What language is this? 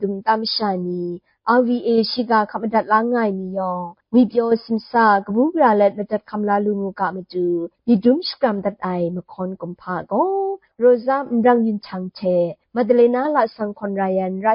Kachin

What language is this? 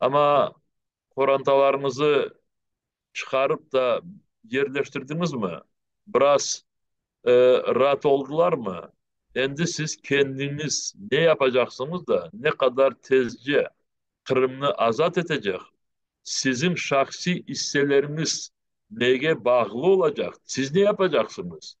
Crimean Tatar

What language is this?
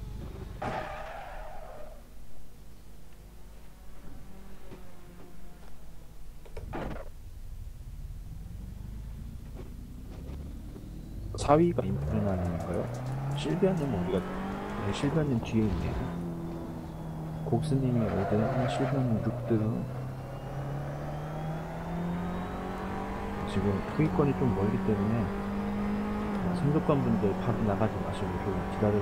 Korean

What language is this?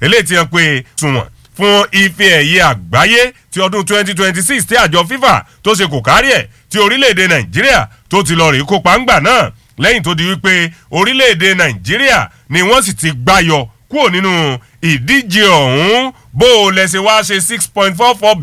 Yoruba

